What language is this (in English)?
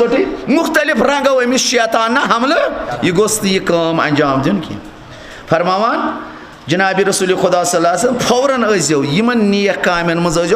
Kashmiri